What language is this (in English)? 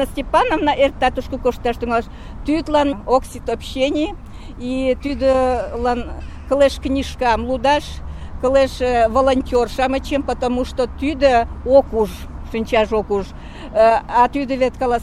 Mari